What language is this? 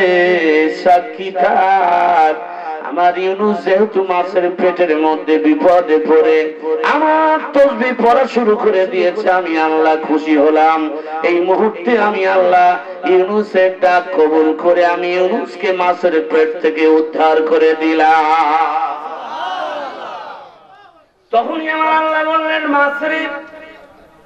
Bangla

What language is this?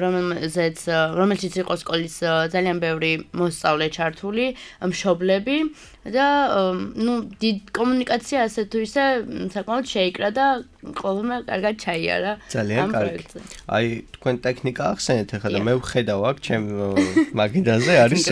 Georgian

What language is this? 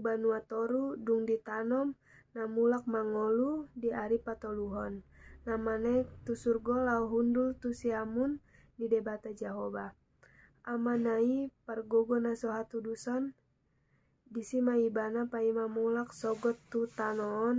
Batak Toba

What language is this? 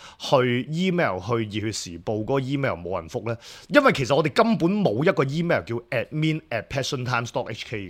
Cantonese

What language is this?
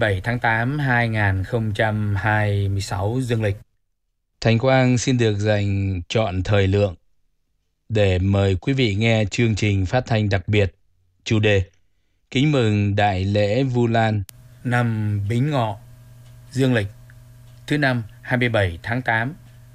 Vietnamese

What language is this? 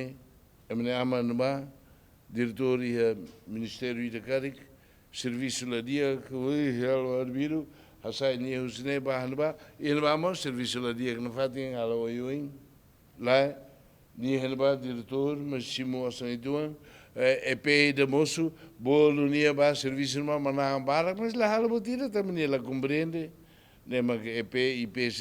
Tetum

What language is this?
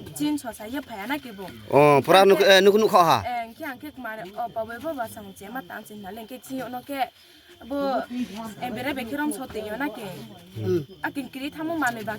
Riang (India)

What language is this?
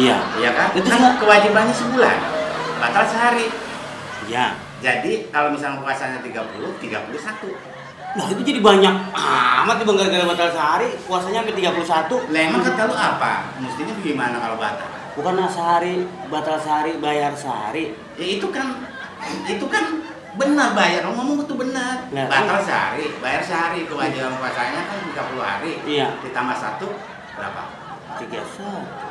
Betawi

